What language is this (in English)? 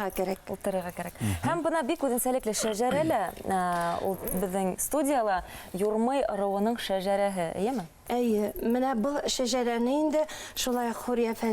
Bashkir